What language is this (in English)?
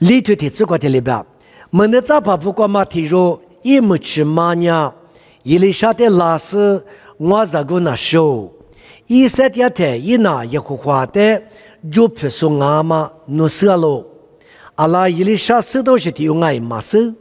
Lisu